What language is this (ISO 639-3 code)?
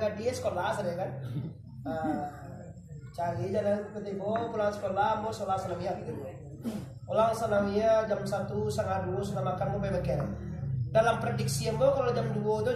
min